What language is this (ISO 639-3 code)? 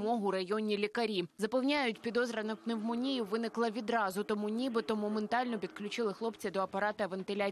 ukr